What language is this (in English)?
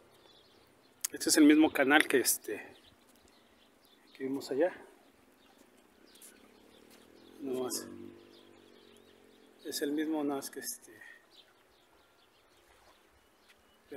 Spanish